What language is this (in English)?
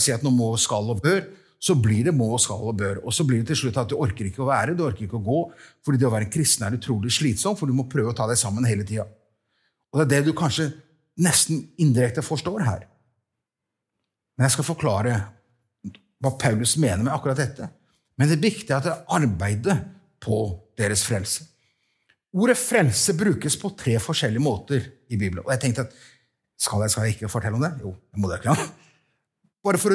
Norwegian